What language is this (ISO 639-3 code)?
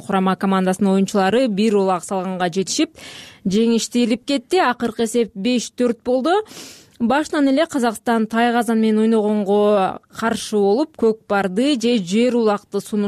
kir